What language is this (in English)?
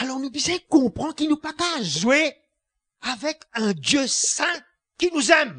Morisyen